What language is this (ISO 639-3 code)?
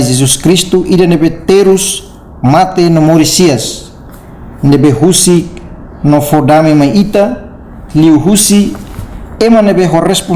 tet